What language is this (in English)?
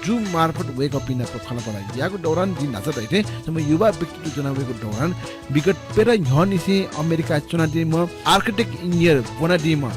Newari